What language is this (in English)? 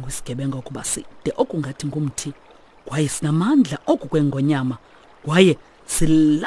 Xhosa